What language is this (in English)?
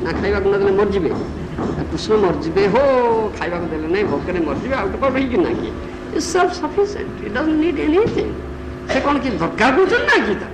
Odia